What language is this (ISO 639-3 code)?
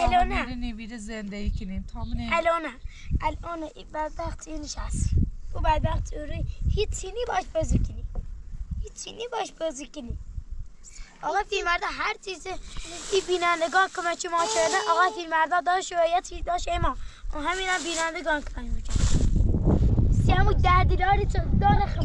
fas